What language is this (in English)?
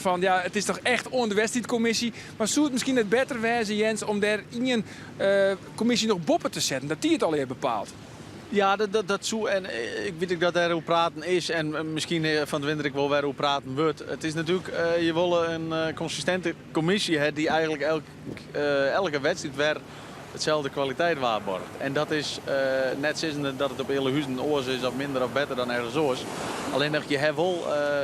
Western Frisian